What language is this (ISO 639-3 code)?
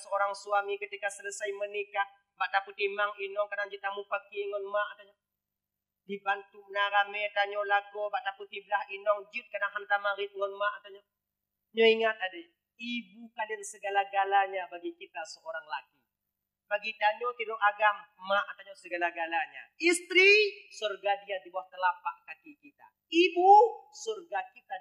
ace